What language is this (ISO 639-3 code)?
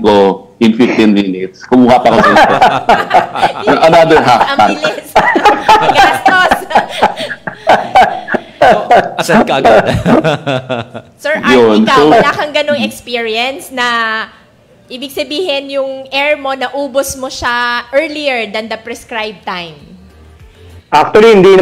fil